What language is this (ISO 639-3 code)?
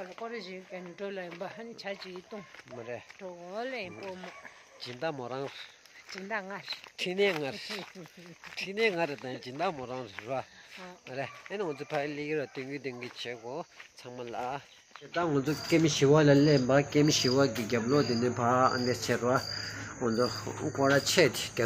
bod